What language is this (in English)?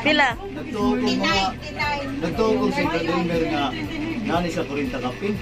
Cebuano